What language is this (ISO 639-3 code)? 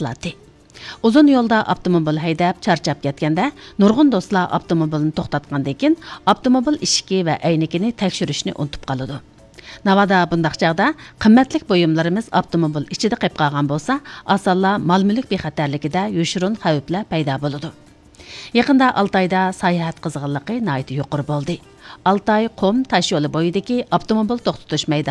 uig